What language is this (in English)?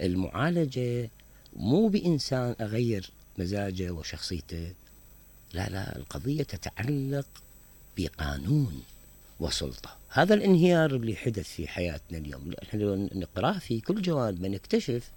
Mesopotamian Arabic